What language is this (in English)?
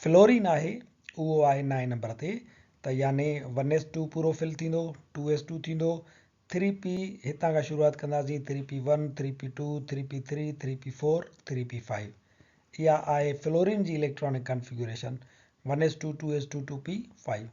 Sindhi